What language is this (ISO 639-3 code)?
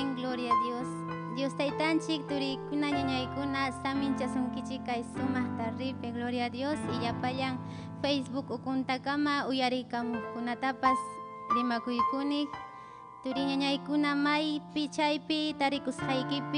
quy